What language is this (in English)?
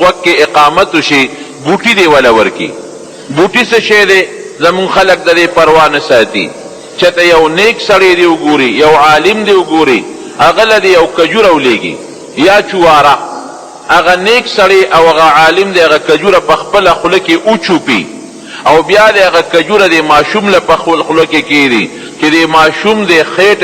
Pashto